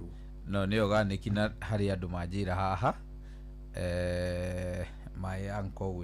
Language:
Kikuyu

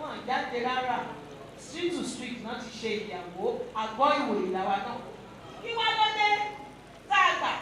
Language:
Yoruba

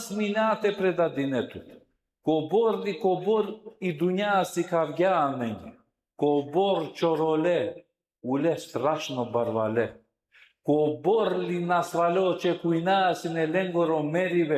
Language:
Balkan Romani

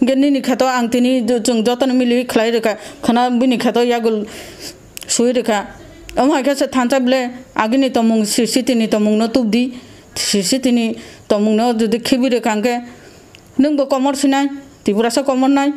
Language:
Kok Borok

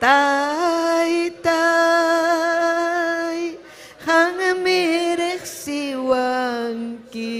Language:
Ayacucho Quechua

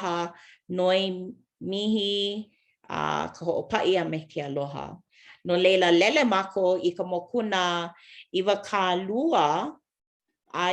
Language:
Hawaiian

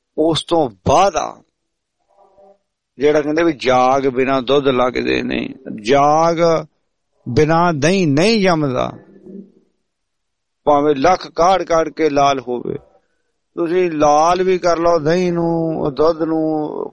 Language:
Punjabi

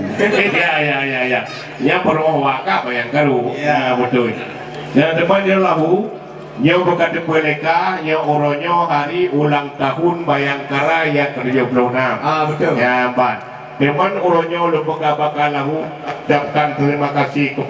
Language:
Achinese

